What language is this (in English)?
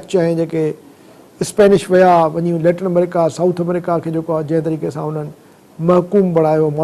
Sindhi